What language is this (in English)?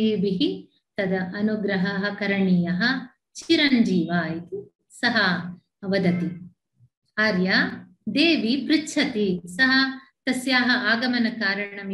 Sanskrit